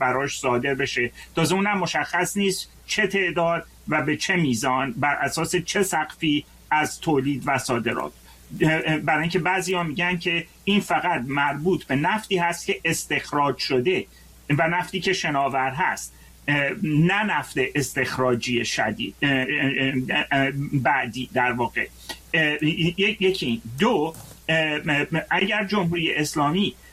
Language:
Persian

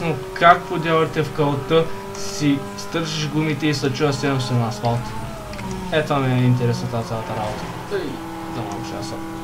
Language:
Bulgarian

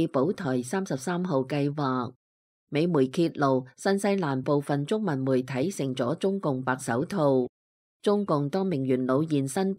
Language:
Cantonese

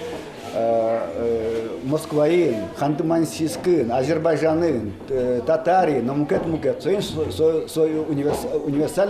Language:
Udmurt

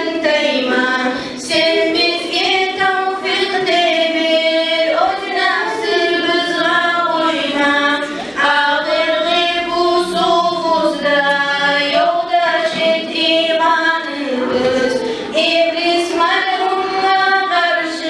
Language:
Kumyk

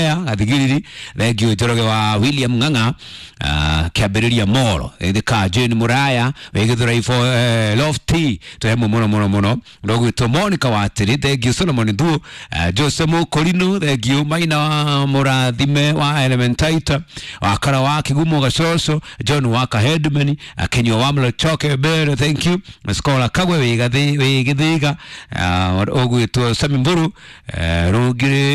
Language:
Kikuyu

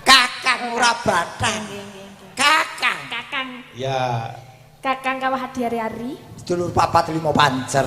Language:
Javanese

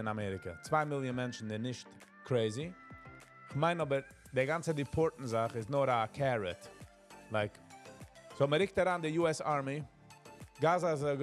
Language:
Yiddish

